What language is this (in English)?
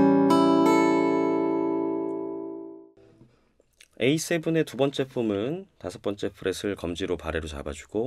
Korean